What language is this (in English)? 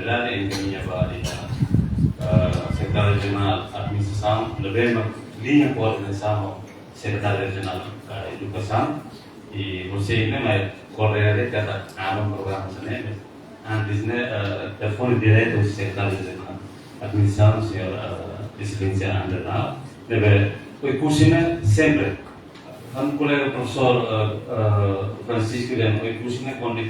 Tetum